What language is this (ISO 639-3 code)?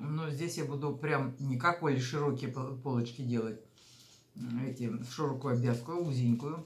rus